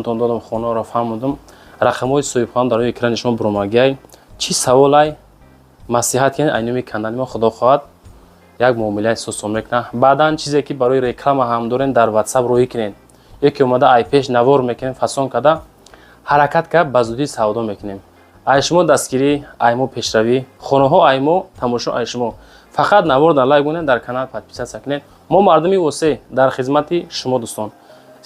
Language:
Tajik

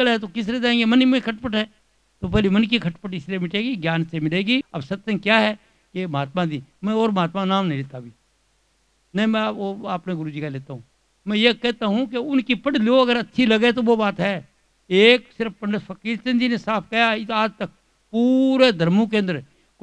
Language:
Hindi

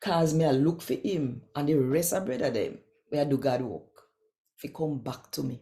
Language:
Jamaican Creole English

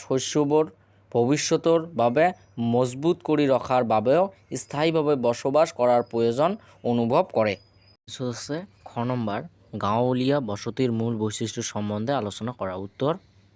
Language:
Assamese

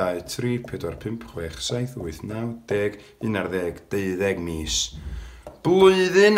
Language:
Welsh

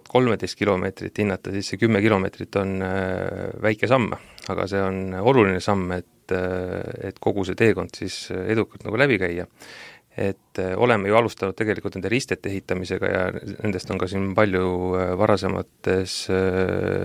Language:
Estonian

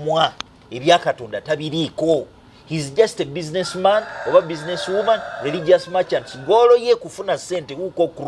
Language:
Ganda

